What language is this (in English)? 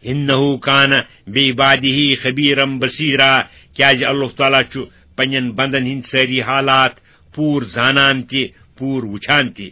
Kashmiri